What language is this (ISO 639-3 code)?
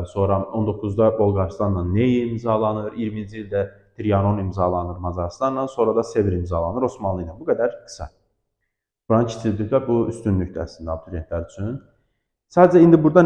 aze